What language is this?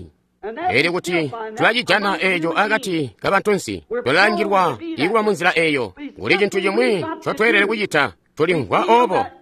Tonga (Zambia)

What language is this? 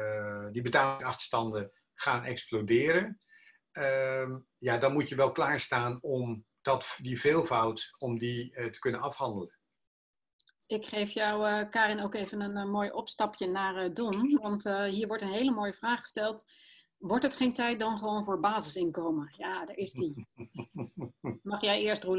Dutch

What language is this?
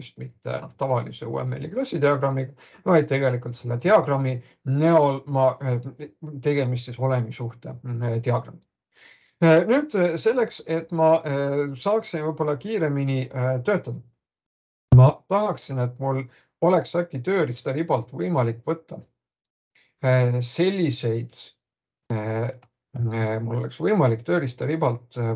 Estonian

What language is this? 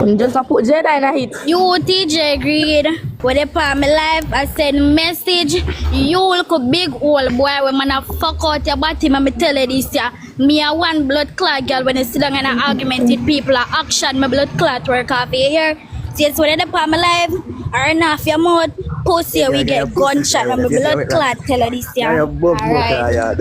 Jamaican Creole English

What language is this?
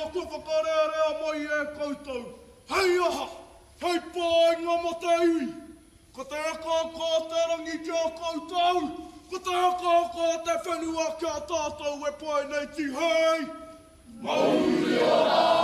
Māori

